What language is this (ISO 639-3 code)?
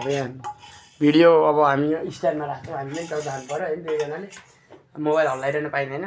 nep